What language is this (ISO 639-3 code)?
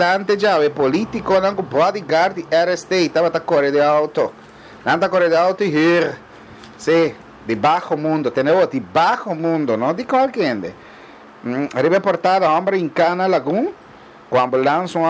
pap